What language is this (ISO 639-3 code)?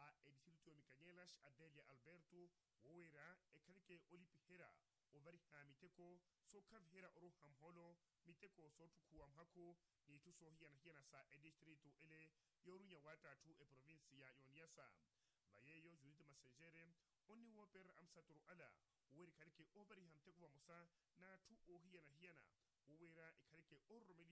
vmw